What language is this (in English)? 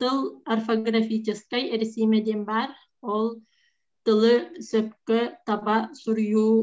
Yakut